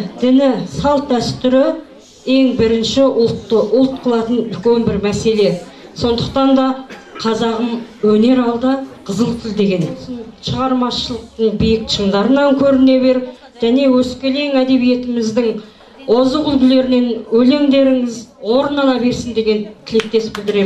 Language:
Kazakh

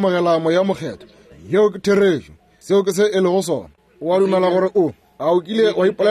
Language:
Northern Sotho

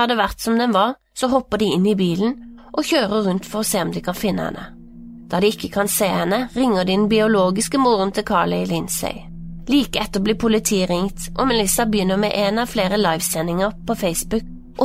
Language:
Norwegian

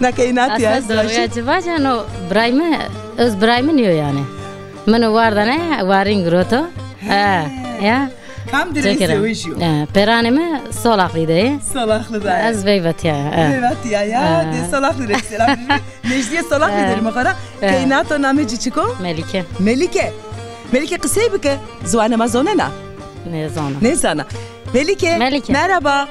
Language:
Zaza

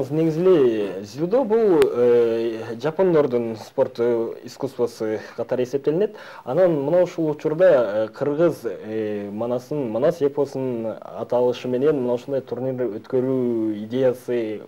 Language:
Kyrgyz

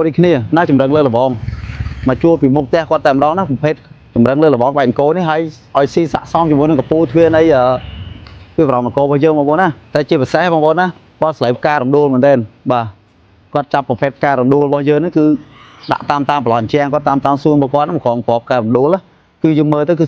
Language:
Khmer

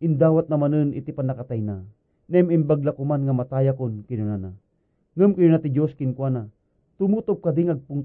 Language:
Iloko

